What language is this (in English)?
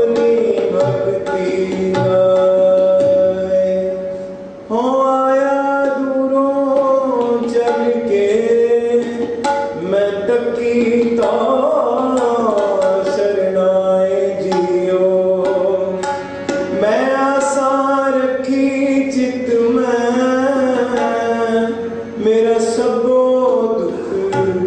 Hindi